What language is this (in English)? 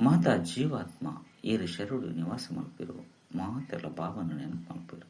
Tulu